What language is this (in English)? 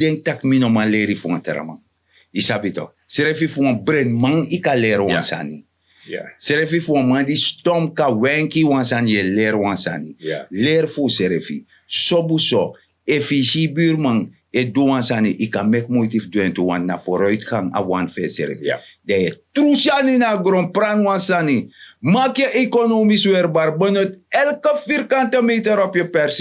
Sranan Tongo